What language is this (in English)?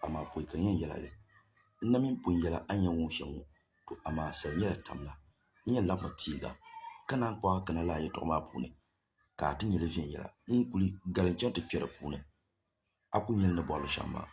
Dagbani